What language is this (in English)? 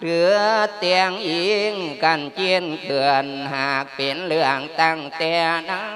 Lao